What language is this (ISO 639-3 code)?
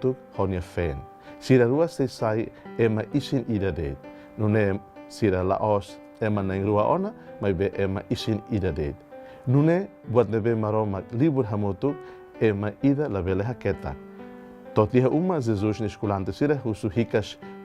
tet